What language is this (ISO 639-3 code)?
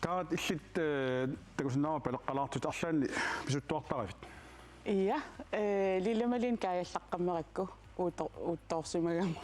kal